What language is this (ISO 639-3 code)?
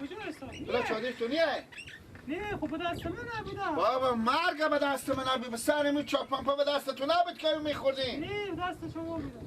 fas